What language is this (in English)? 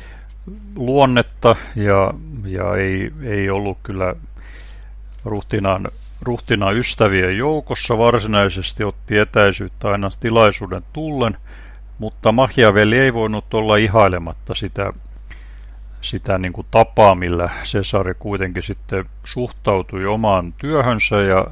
Finnish